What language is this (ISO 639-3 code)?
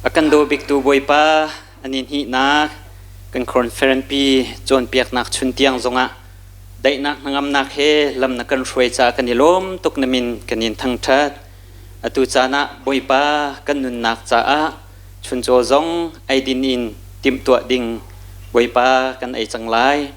cnh